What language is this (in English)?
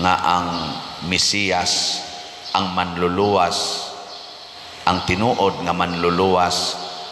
Cebuano